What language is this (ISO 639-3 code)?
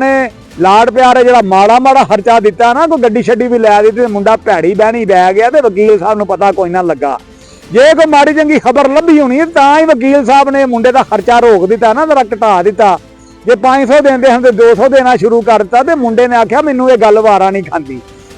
lah